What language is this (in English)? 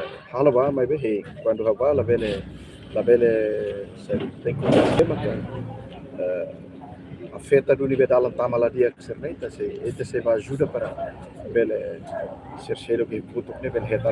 Tetum